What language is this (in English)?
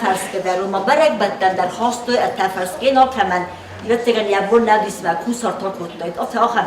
Ossetic